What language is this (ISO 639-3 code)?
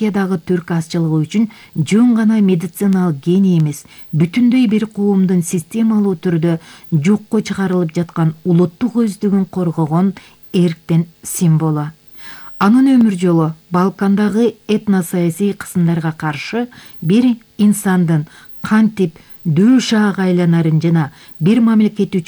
kir